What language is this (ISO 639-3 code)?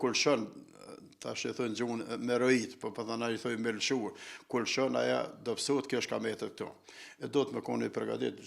sqi